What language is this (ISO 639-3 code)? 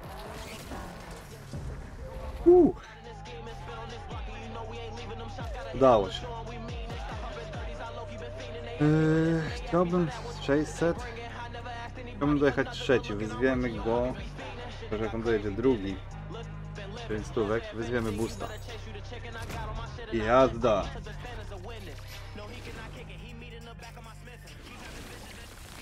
pol